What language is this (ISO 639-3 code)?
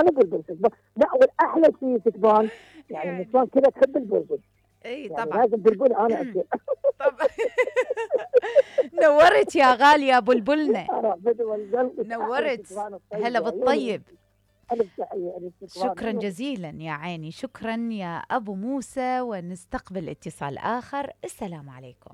acm